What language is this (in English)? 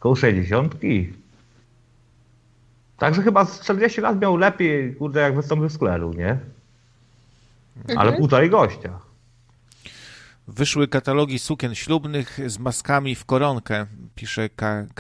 Polish